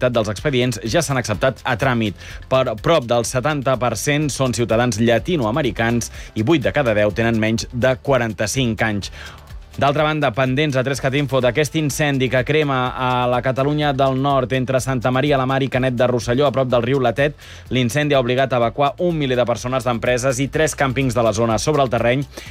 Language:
Catalan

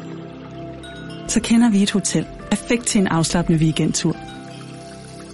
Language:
Danish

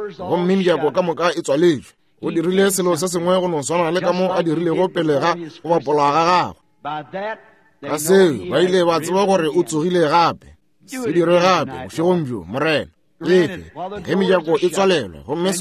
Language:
Northern Sotho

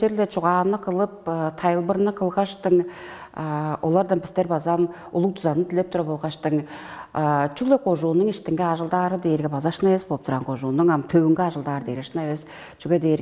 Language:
Tuvinian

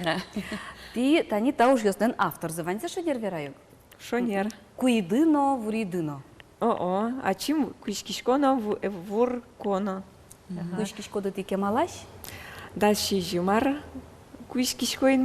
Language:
Udmurt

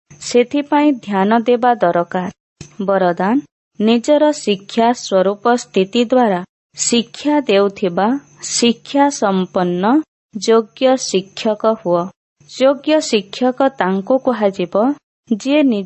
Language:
Odia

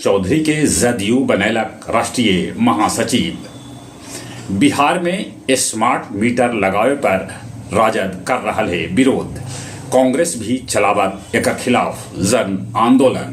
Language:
Magahi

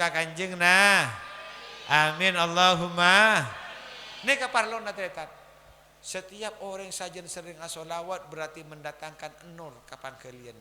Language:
Madurese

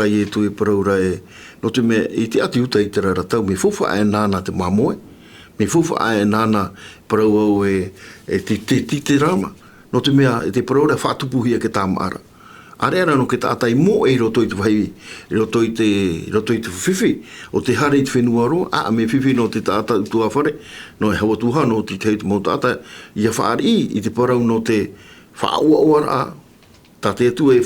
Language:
Tahitian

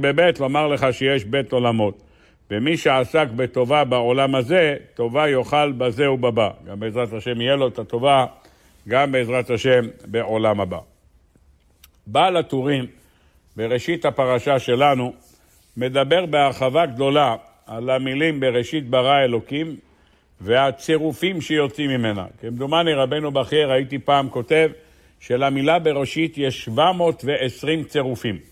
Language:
Hebrew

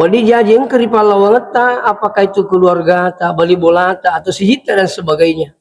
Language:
Buginese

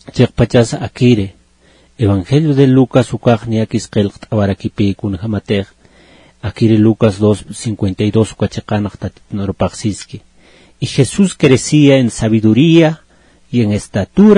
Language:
Aymara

